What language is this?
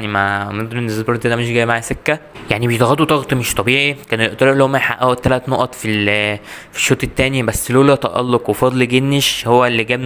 Egyptian Arabic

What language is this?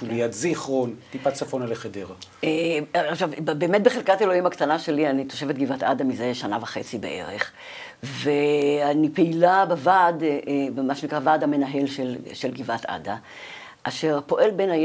Hebrew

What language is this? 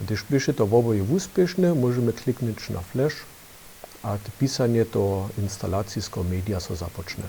Upper Sorbian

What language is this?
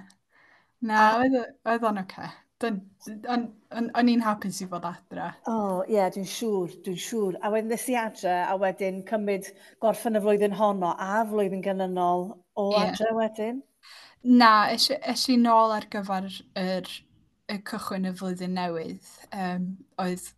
Welsh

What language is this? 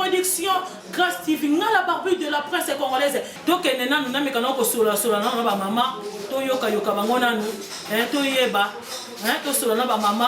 Lingala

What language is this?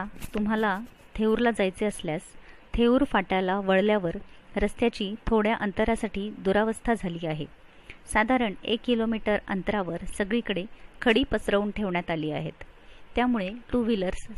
Marathi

